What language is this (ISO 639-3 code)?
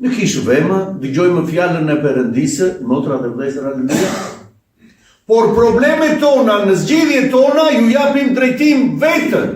sqi